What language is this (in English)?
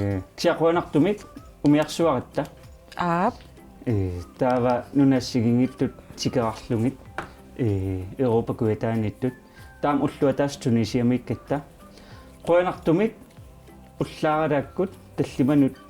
Kalaallisut